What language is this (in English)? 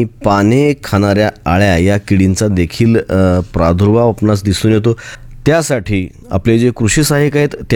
Marathi